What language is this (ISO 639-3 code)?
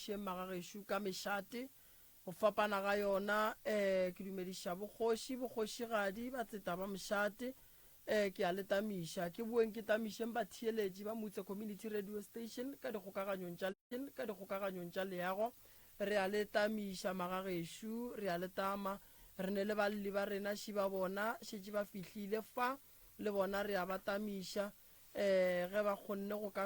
nso